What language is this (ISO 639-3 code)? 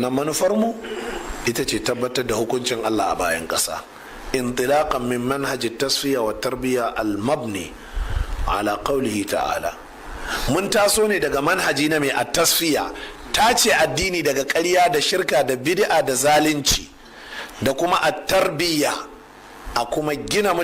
hau